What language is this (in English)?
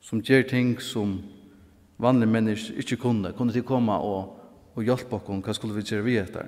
Faroese